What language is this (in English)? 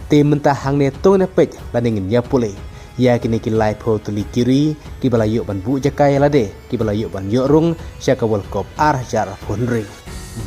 Khasi